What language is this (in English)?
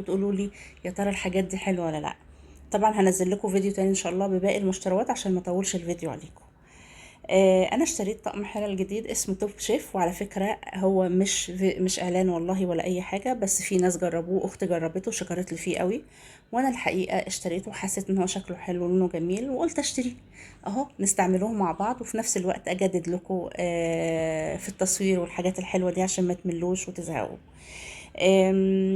Egyptian Arabic